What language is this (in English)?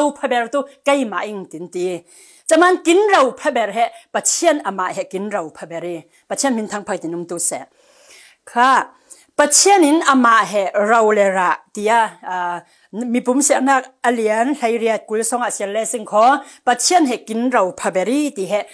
Falam Chin